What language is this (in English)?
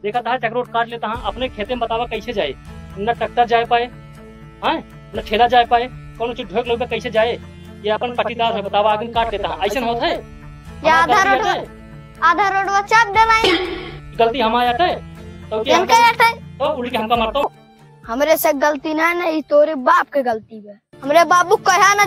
Awadhi